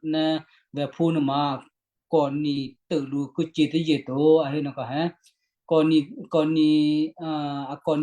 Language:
Western Kayah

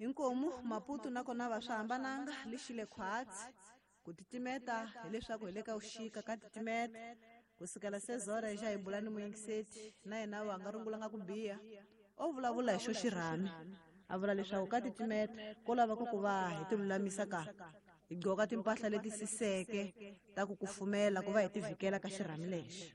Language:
Tsonga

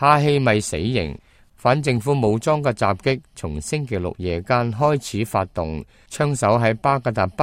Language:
Cantonese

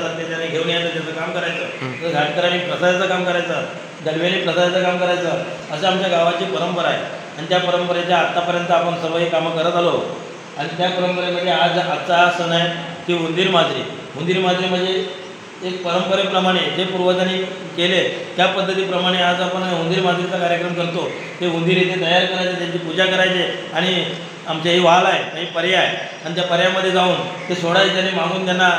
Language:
Marathi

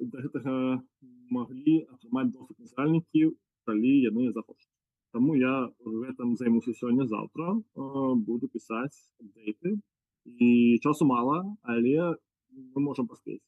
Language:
Belarusian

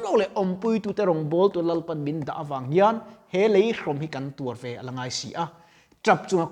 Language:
Mizo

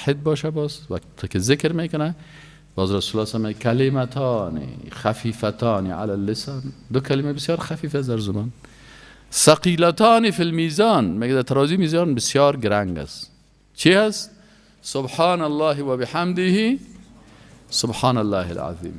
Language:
Persian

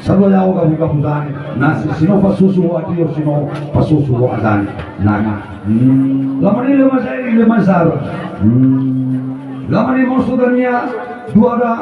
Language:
Nias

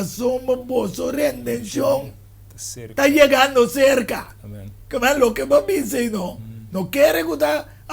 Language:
Papiamento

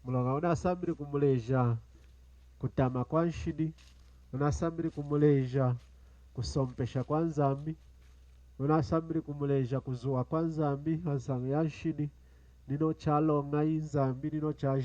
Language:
Lunda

